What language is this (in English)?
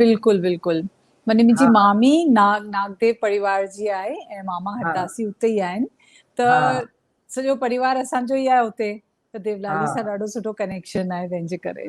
Sindhi